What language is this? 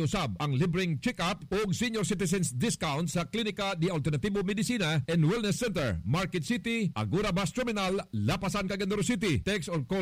Cebuano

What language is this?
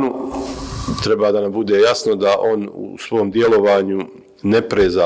Bosnian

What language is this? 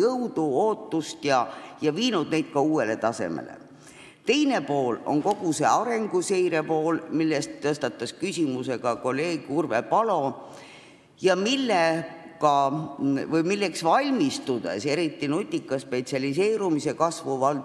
Estonian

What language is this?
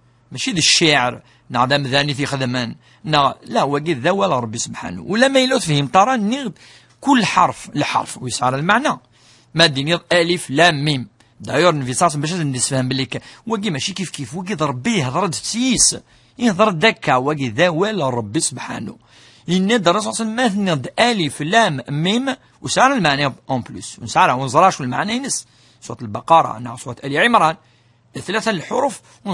Kabyle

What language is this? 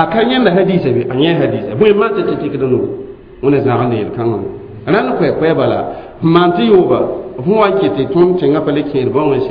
Mossi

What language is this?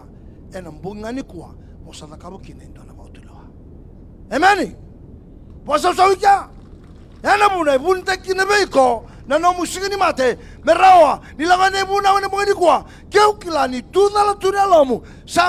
Fijian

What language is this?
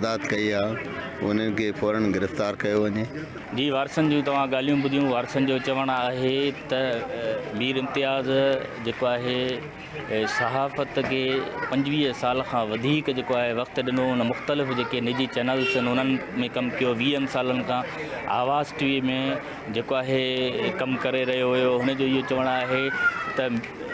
Sindhi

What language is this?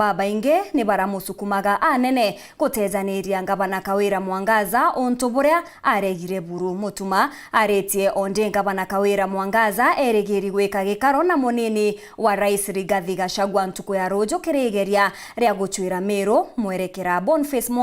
Meru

